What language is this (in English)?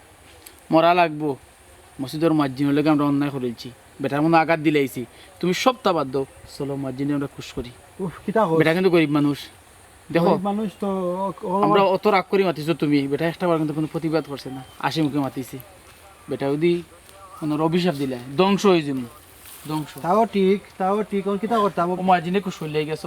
Sylheti